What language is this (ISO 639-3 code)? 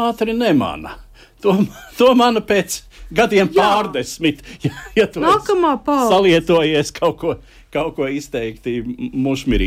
lav